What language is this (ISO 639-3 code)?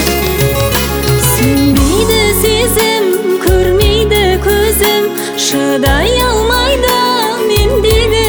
kaz